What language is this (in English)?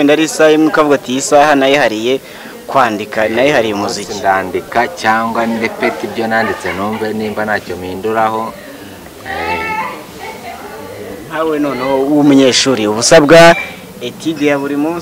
Kinyarwanda